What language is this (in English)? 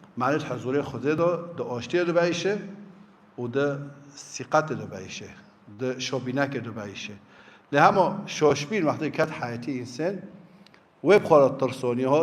Kurdish